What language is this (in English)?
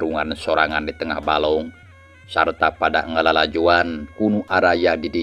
Sundanese